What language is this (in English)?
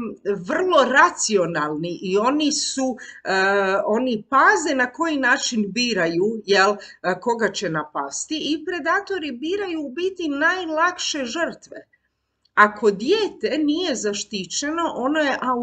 Croatian